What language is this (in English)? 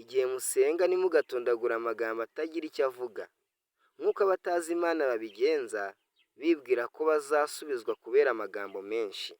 Kinyarwanda